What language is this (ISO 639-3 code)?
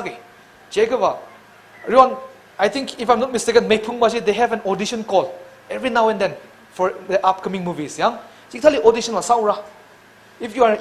nmf